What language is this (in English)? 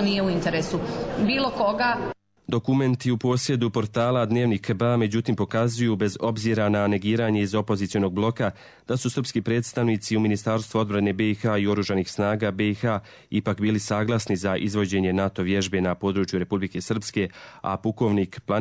Croatian